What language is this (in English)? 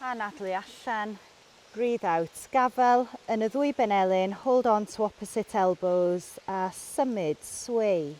Welsh